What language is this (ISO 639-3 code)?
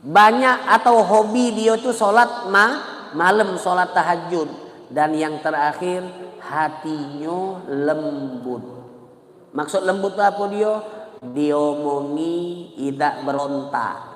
mui